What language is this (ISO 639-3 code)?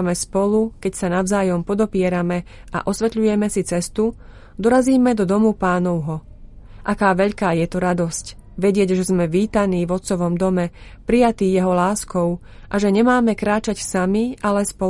slk